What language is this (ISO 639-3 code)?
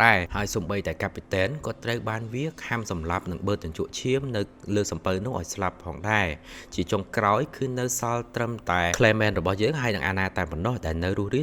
khm